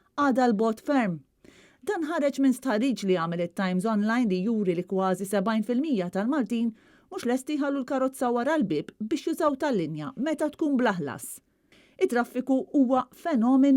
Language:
Maltese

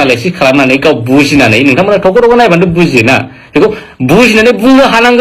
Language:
Bodo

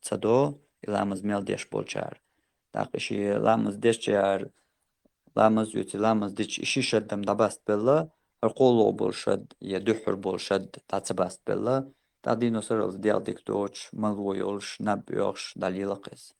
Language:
Chechen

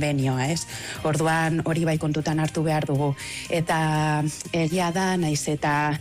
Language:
Basque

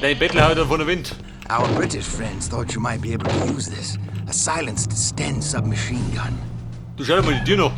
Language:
Bavarian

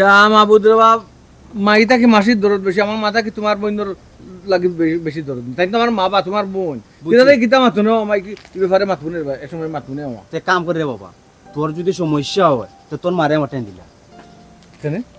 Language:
Sylheti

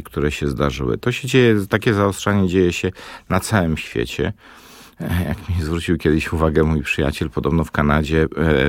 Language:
Polish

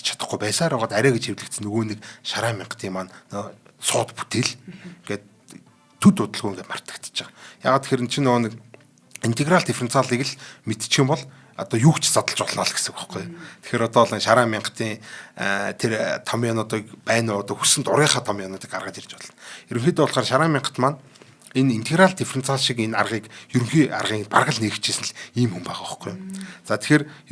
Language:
Mongolian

